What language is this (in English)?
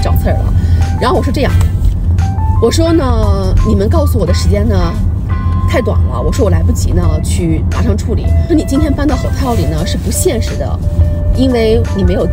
Chinese